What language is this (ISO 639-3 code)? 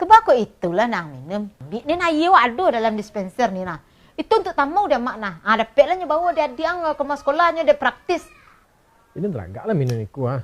min